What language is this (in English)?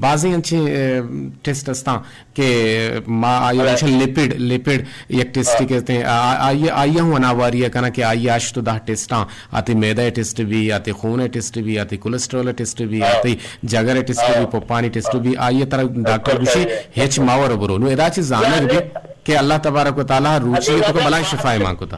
Eastern Balochi